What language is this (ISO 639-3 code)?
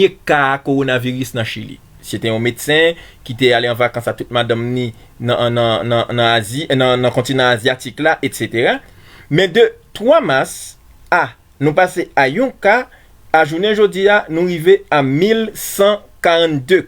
hat